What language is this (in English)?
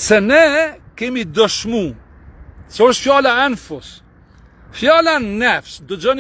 Albanian